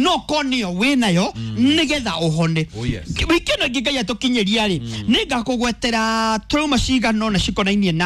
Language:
Kikuyu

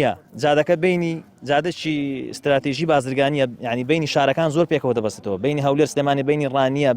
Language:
Central Kurdish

